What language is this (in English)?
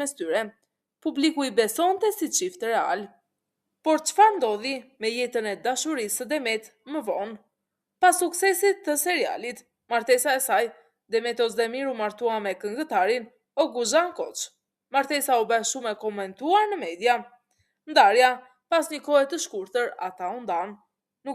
Albanian